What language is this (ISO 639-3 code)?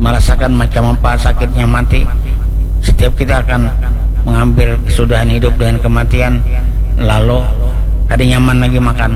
bjn